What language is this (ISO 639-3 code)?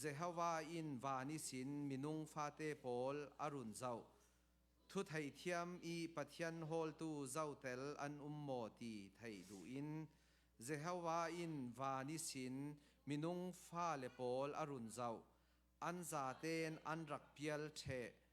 cfm